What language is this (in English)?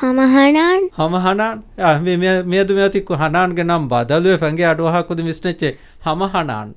Divehi